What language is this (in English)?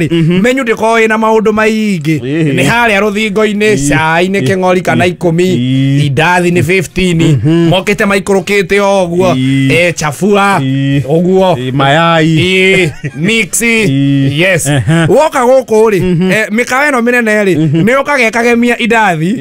Kikuyu